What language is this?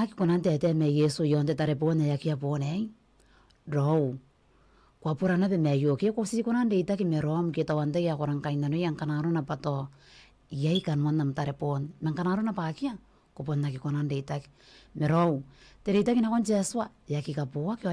Gilbertese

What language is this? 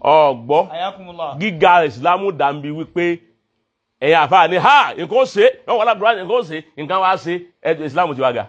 Yoruba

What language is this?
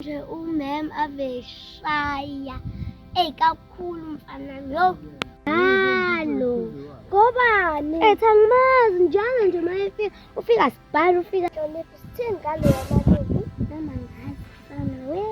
Zulu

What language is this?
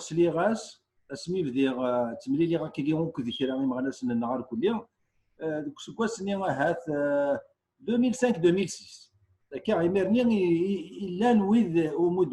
Kabyle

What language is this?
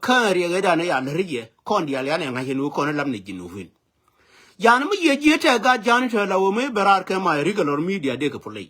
Nuer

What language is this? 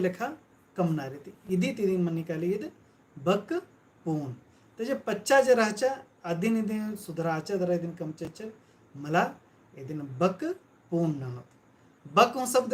Kurukh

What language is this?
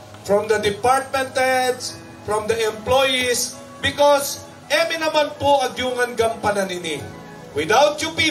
Pampanga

